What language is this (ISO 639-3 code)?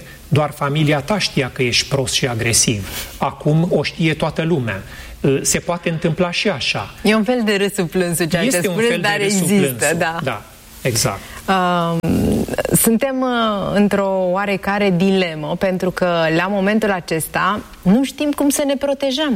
ron